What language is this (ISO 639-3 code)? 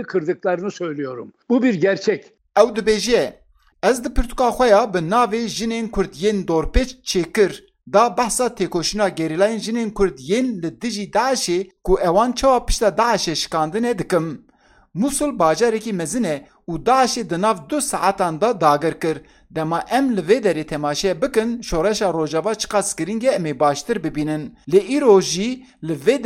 kur